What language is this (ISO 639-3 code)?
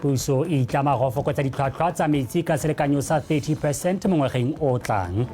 tsn